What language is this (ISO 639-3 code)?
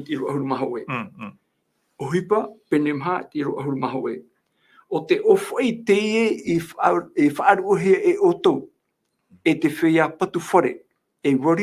tah